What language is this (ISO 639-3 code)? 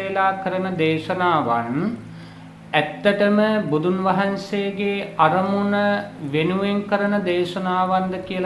sin